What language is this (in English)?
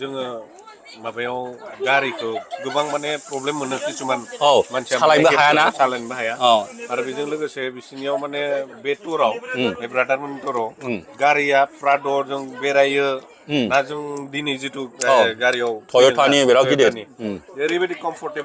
Bodo